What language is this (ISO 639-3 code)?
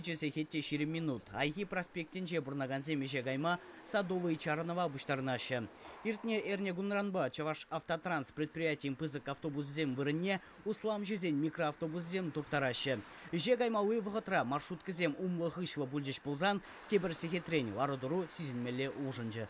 chv